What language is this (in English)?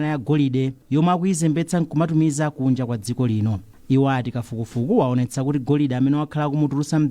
Nyanja